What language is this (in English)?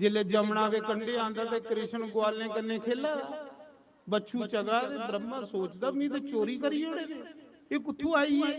Dogri